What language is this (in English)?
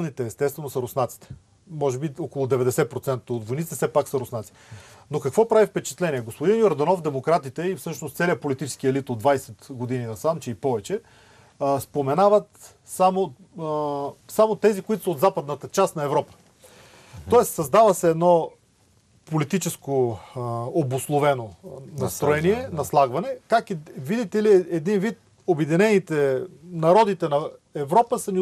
Bulgarian